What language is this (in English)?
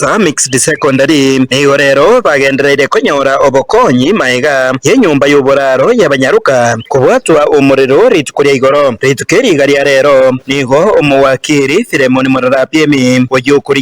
Gusii